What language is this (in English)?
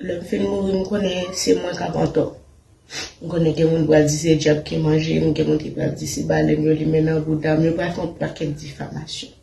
Haitian Creole